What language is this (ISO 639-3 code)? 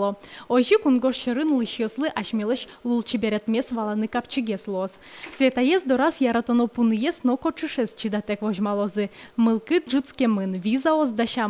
udm